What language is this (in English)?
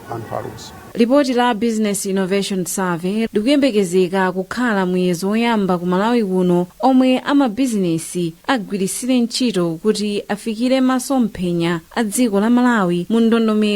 Nyanja